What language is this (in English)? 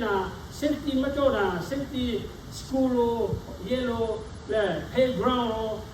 Lahu